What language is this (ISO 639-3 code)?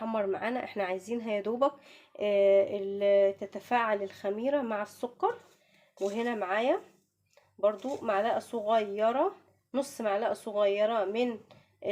arz